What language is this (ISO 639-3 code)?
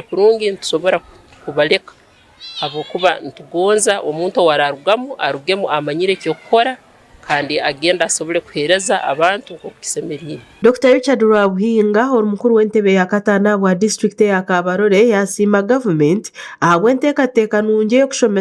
nyn